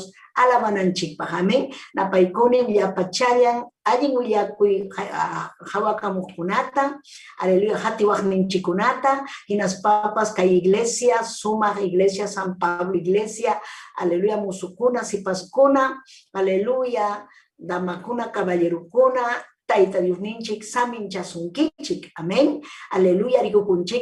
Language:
Ayacucho Quechua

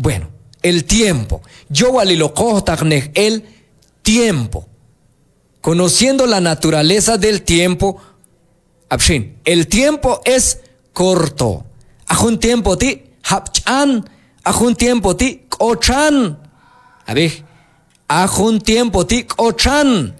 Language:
Q'anjob'al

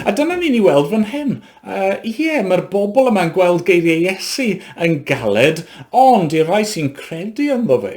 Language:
Welsh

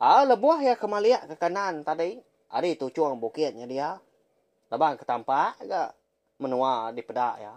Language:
Iban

